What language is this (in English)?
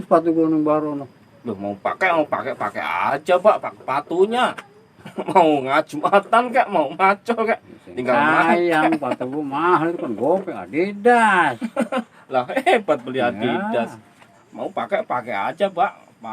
Betawi